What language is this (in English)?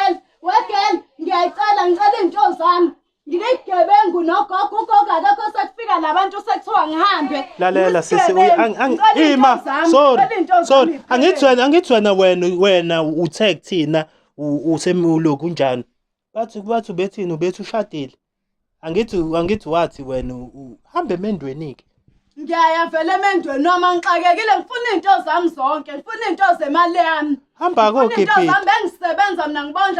Zulu